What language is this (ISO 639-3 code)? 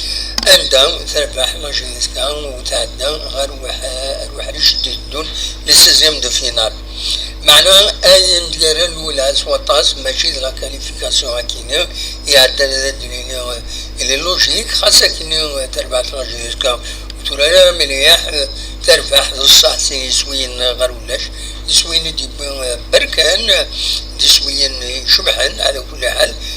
kab